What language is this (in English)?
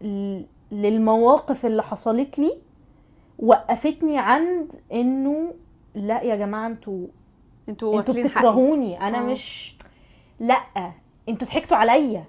Egyptian Arabic